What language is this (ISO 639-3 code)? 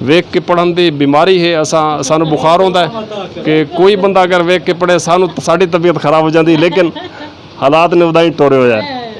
skr